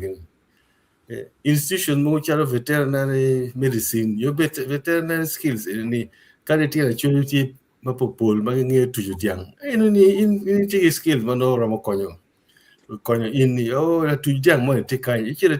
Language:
Acoli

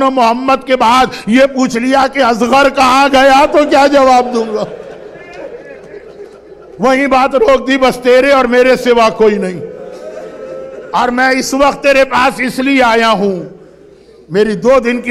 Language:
Urdu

